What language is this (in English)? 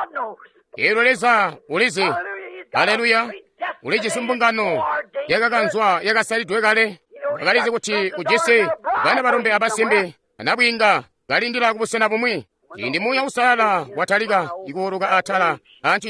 Tonga (Zambia)